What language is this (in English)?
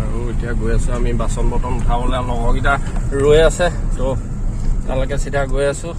Assamese